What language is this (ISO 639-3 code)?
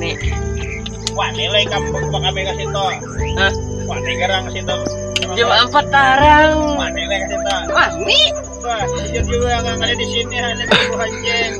bjn